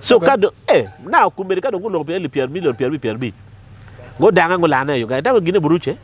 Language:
Acoli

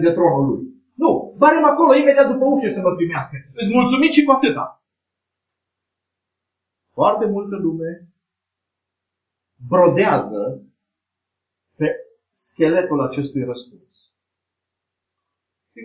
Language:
Romanian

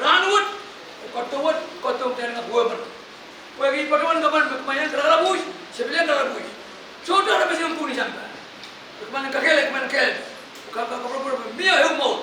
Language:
Pohnpeian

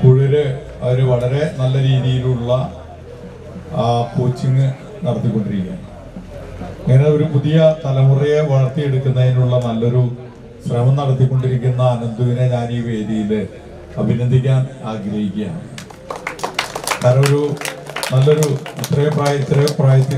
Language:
Malayalam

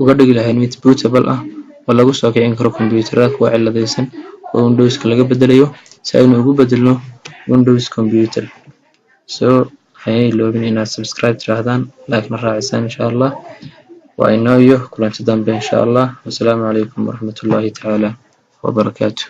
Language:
Somali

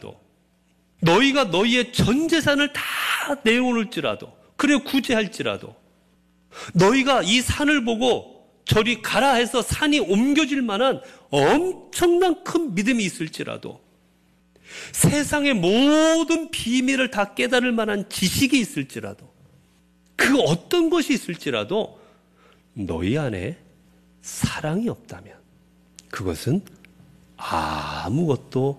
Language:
Korean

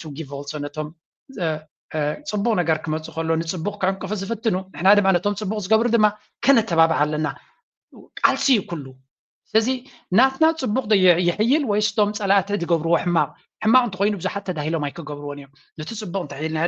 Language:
Tigrinya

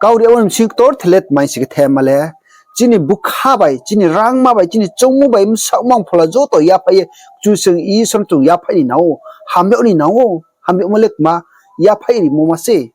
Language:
Riang (India)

